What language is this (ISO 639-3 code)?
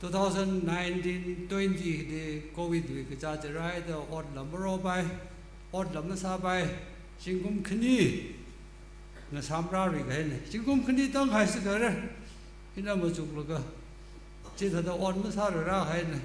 nmf